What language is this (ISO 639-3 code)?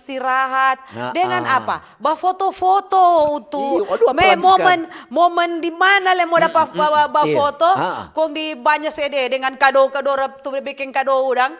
xmm